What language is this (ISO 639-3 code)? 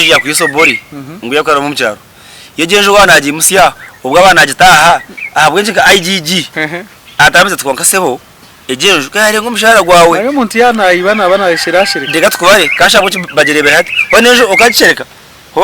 nyn